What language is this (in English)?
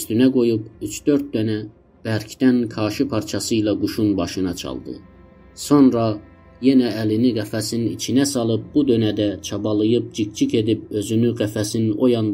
South Azerbaijani